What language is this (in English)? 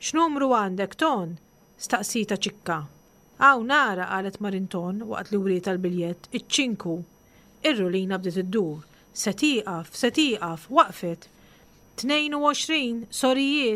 Maltese